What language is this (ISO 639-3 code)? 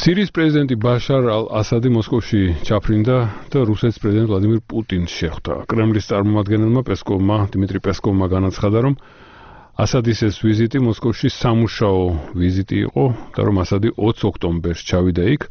kat